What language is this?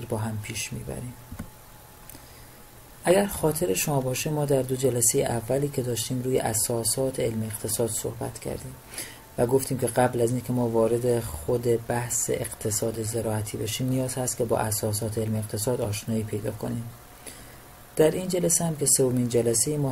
Persian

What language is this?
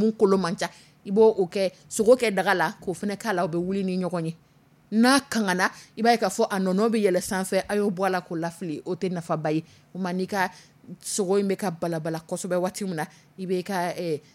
Dyula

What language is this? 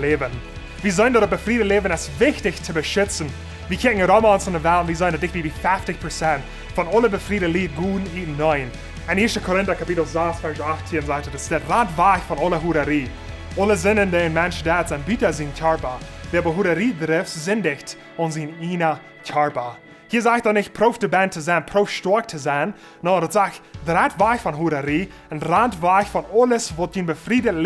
Plautdietsch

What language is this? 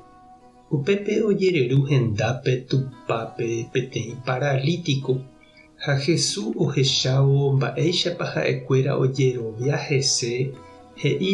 Guarani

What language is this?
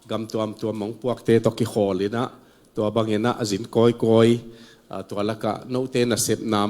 Tedim Chin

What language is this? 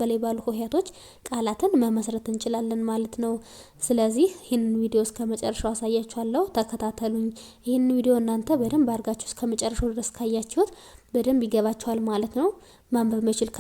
Amharic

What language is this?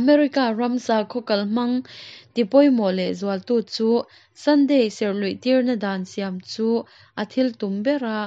Mizo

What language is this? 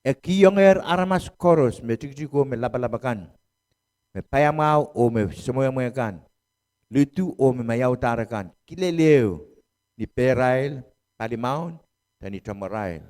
Pohnpeian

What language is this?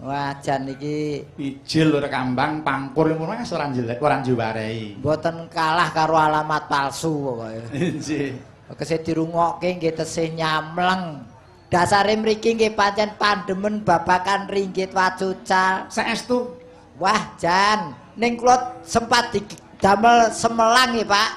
Javanese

